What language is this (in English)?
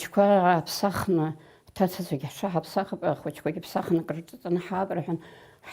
Abkhazian